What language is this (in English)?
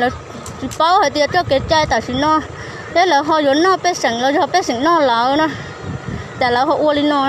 Hmong